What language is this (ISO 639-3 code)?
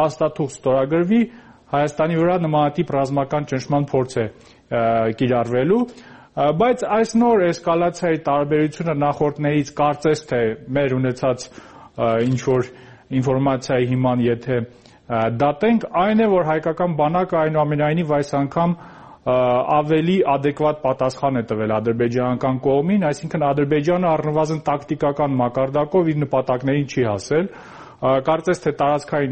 hye